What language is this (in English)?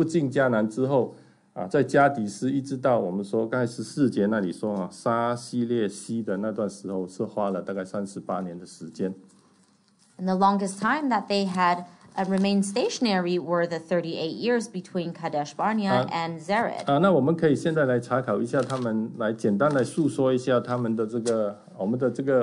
Chinese